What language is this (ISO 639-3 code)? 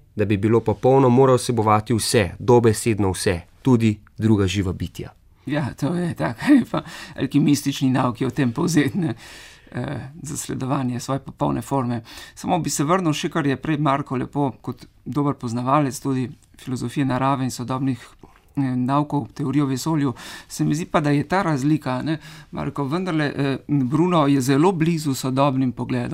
slv